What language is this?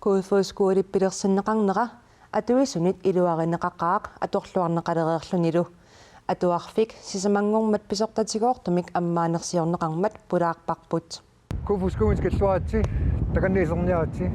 Kalaallisut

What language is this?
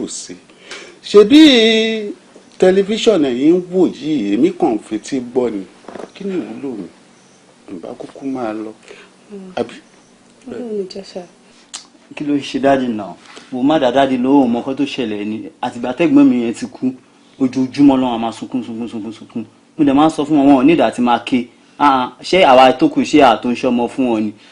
Yoruba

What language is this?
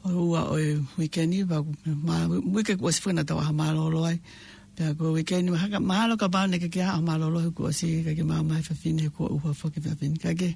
Tongan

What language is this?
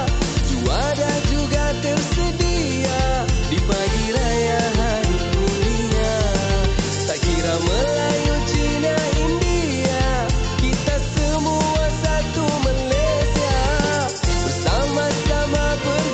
Malay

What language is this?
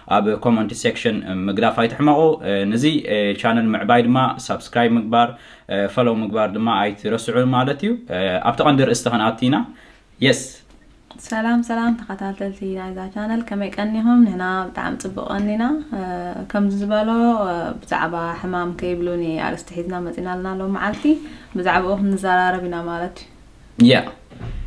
Tigrinya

